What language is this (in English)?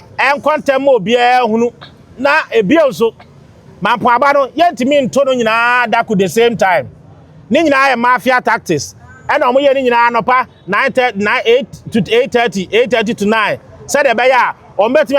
Akan